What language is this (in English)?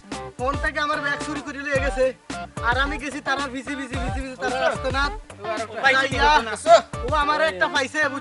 Sylheti